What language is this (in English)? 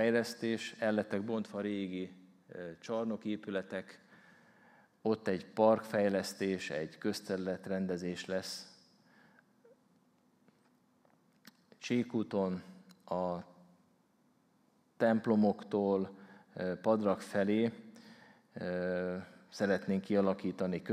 Hungarian